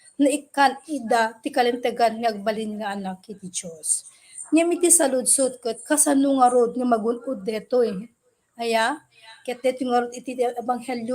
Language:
Iloko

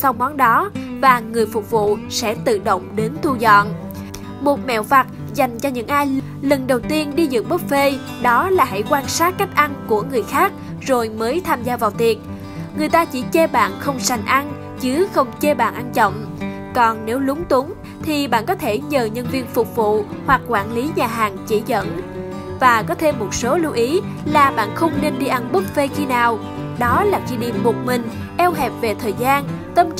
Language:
Vietnamese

